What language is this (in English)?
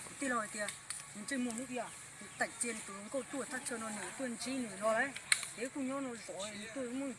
Hmong